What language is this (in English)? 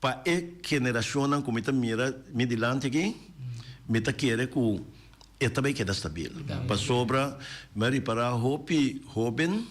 Papiamento